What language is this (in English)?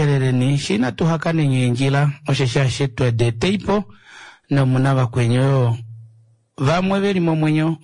Kuanyama